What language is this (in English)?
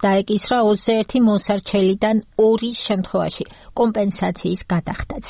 Georgian